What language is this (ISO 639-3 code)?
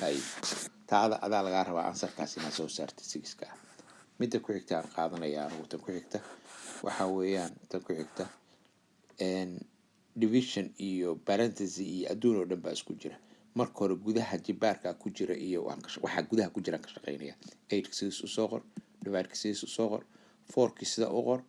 som